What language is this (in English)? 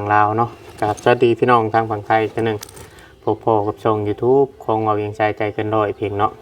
Lao